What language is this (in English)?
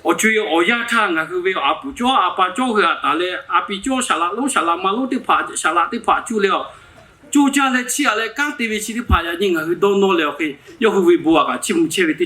Lahu